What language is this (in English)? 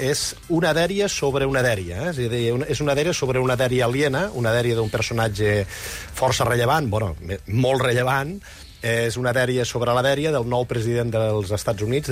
Catalan